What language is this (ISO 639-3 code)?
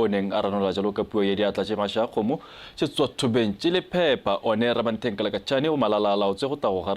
tsn